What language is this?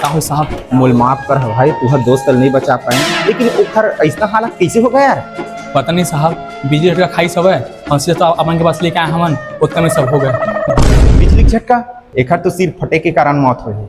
Chhattisgarhi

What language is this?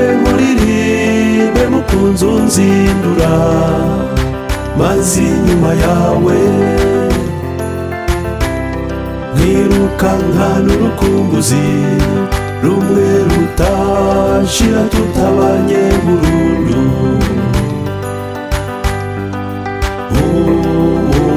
Kinyarwanda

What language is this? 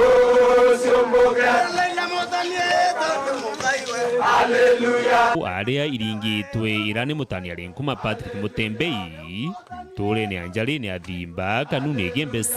Meru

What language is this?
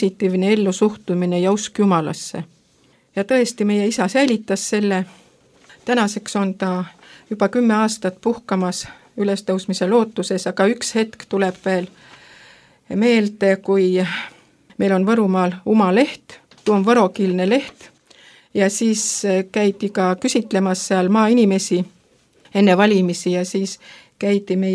Estonian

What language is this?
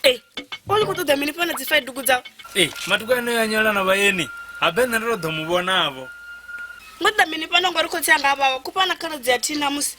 Venda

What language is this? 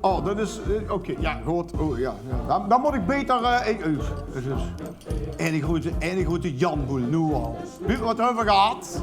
Limburgish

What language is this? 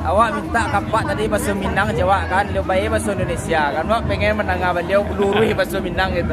Minangkabau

